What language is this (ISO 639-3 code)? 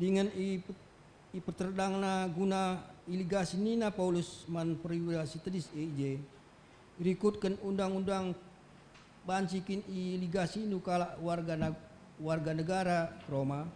btx